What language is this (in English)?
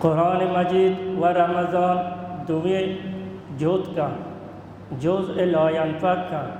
Baluchi